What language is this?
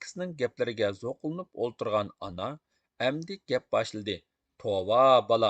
Uyghur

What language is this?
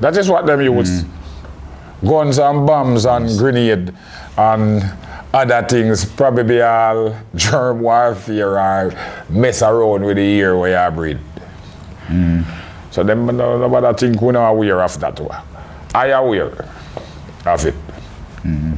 Jamaican Creole English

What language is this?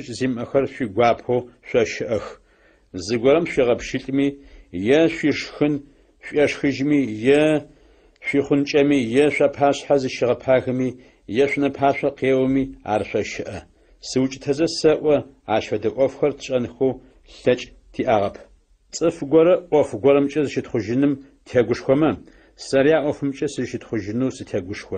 Adyghe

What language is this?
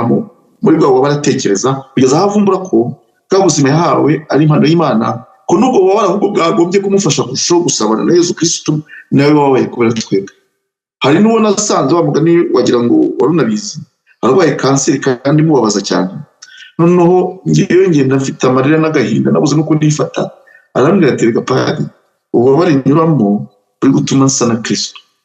Kinyarwanda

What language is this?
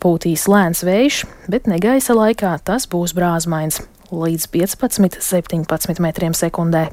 Latvian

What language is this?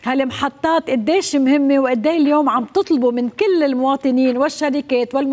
North Levantine Arabic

